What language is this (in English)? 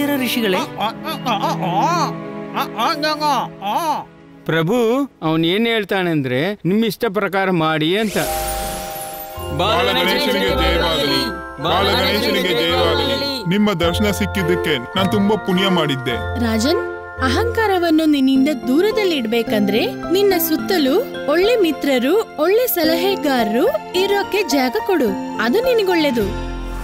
Kannada